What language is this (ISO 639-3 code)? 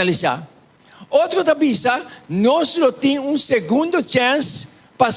pap